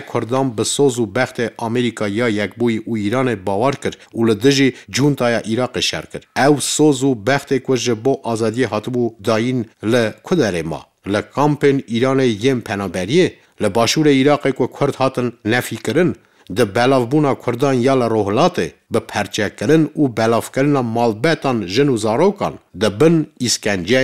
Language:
Kurdish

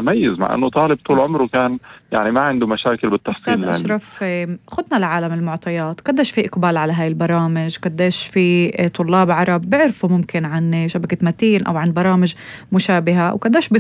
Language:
North Levantine Arabic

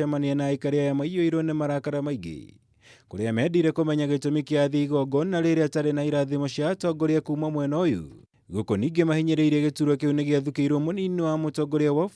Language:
Kikuyu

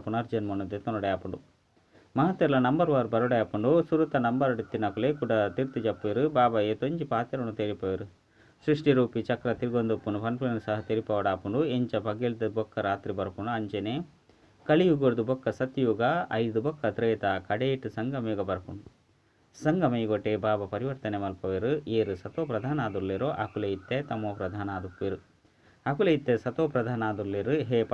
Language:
Tulu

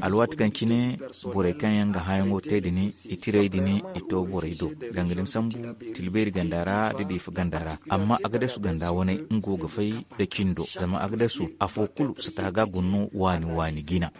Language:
Zarma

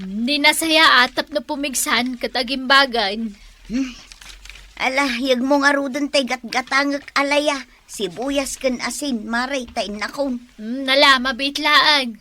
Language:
Iloko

